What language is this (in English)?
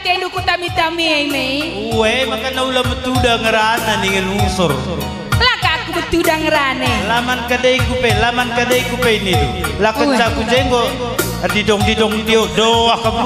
Batak Karo